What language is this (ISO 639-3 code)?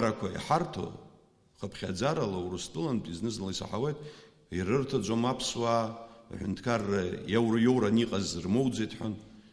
abk